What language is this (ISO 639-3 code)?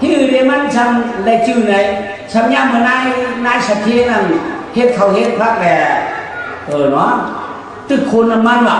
shn